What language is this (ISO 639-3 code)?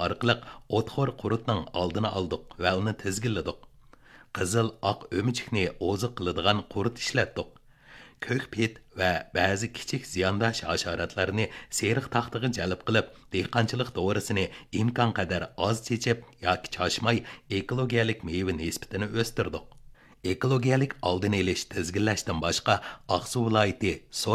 uig